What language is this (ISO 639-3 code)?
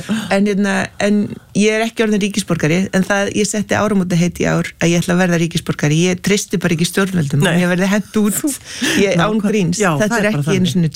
isl